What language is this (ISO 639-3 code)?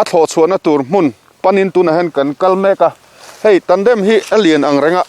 lus